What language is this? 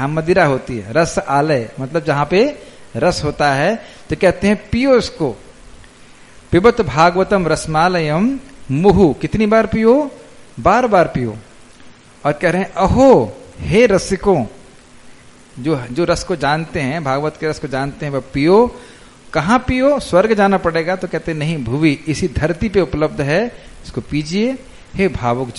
Hindi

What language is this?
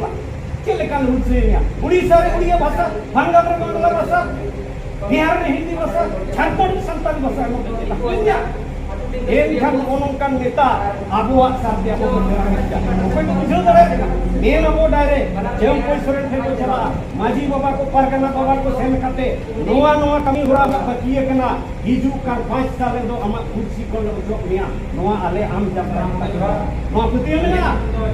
Santali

